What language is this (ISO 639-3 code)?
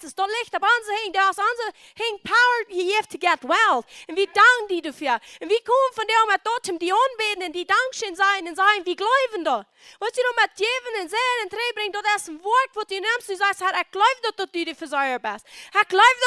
pdt